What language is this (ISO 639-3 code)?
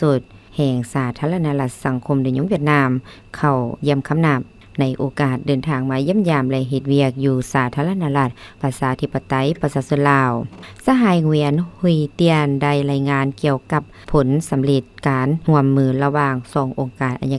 lao